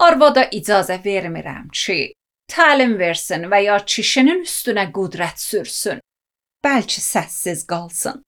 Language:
Azerbaijani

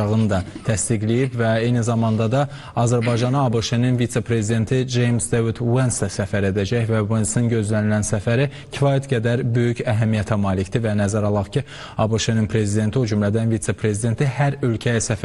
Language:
Azerbaijani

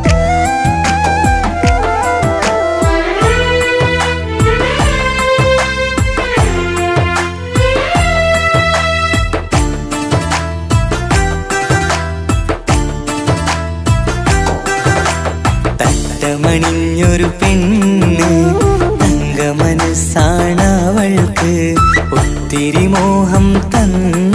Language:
Malayalam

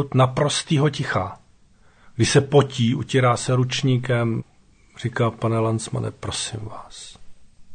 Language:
Czech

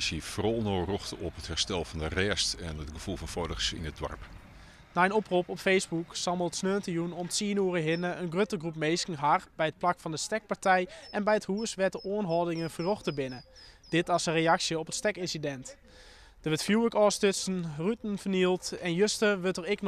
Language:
Western Frisian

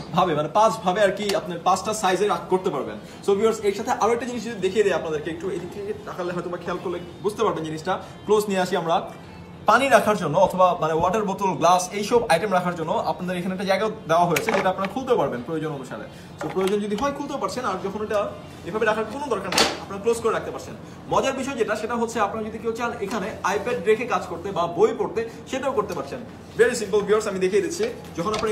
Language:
Bangla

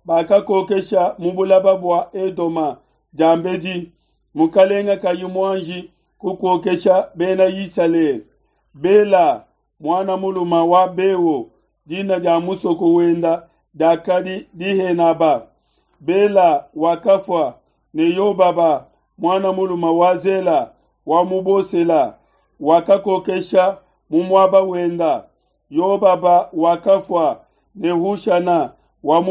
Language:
Luba-Lulua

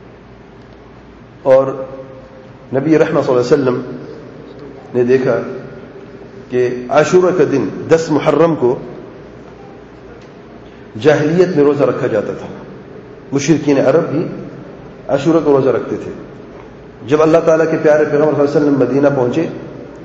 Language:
Urdu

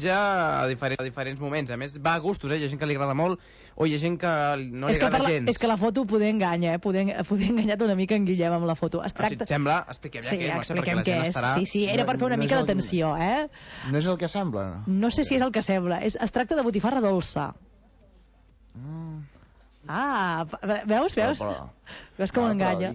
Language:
Catalan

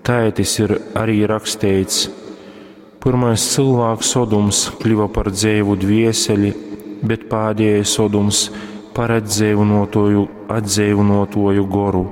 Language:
Latgalian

